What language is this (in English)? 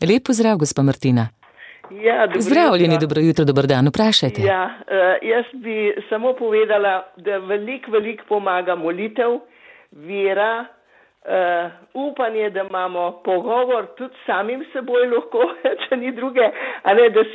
Slovenian